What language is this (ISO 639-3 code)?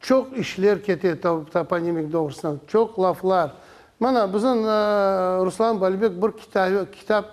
crh